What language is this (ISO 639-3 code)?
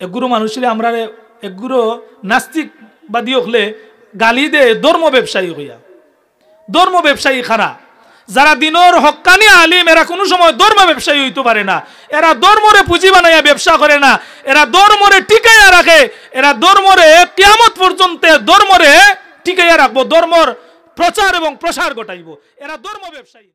syl